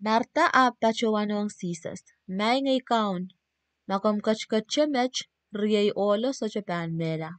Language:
Pohnpeian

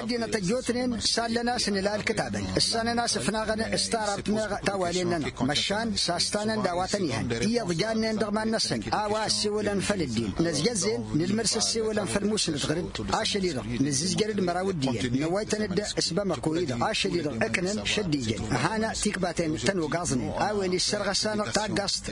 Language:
Tamasheq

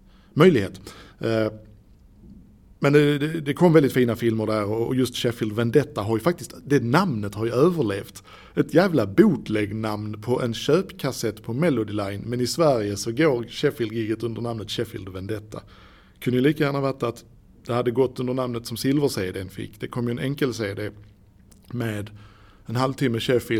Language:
Swedish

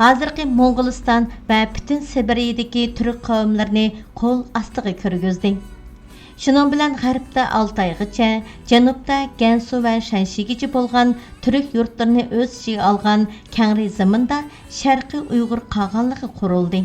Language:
Uyghur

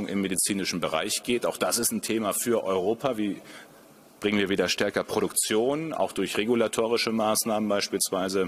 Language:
German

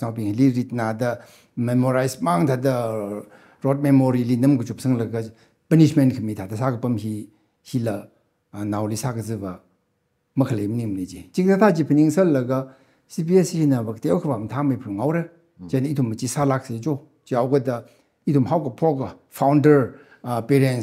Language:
Tangkhul Naga (India)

